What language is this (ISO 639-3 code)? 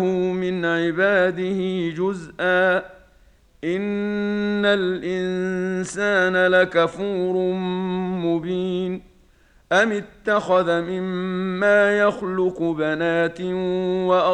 ara